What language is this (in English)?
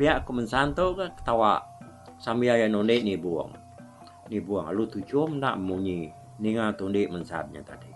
Iban